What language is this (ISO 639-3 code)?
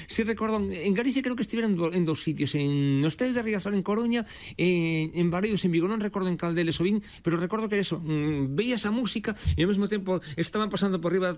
glg